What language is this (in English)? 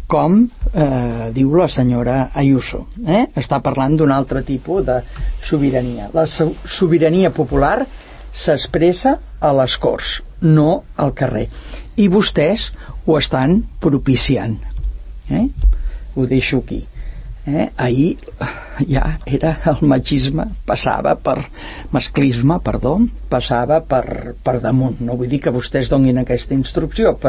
Catalan